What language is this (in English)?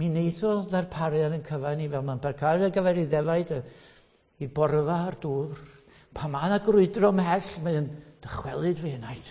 Welsh